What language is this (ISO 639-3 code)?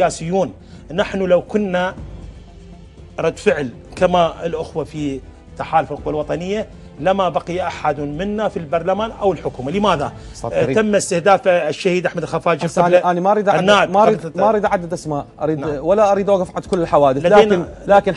acm